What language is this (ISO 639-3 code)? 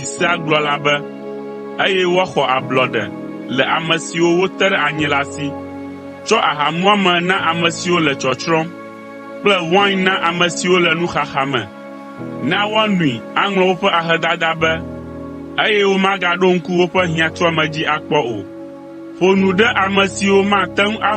ewe